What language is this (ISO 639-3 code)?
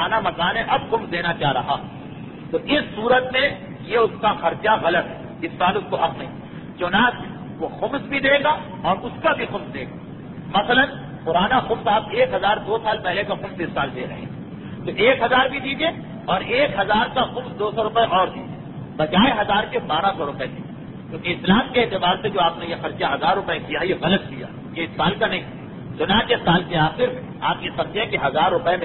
urd